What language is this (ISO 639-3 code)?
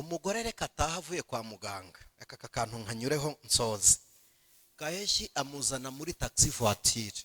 kin